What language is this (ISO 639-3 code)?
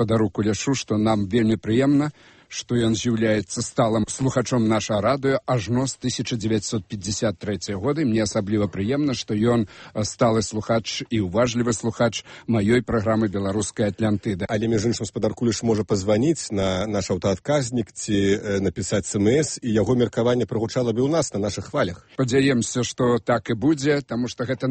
bel